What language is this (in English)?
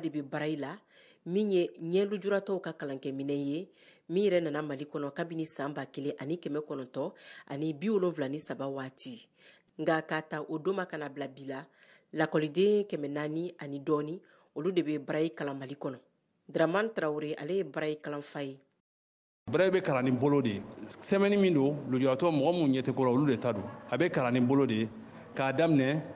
Bambara